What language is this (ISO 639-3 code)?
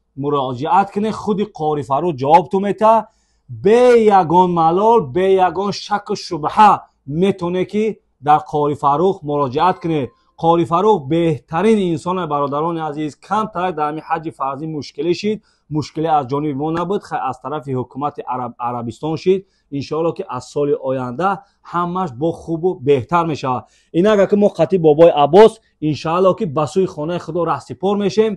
tgk